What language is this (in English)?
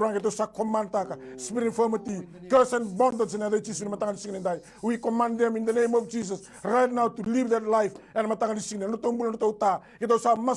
Fijian